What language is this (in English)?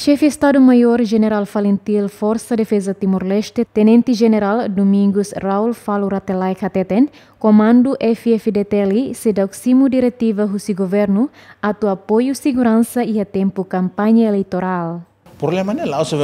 Tetum